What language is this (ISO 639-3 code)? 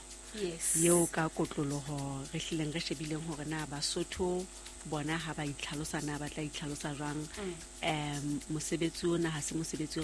sot